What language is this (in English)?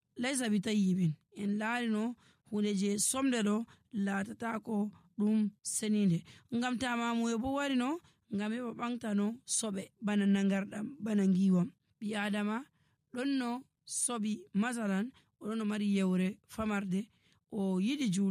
Nigerian Fulfulde